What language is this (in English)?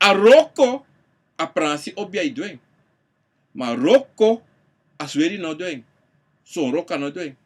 Sranan Tongo